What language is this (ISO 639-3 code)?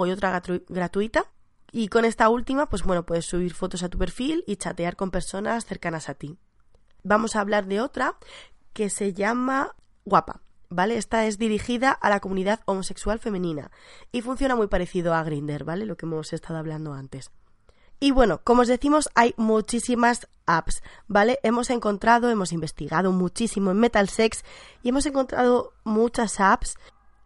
spa